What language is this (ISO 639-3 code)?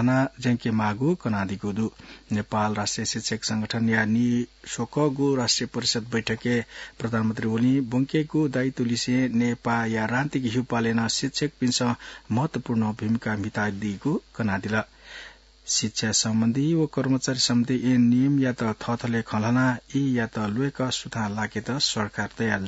new